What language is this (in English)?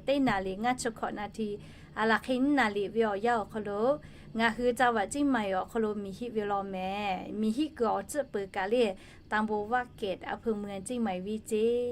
Lahu